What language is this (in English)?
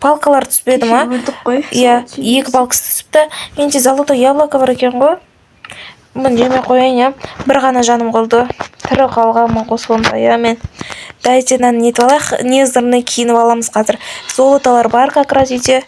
Kazakh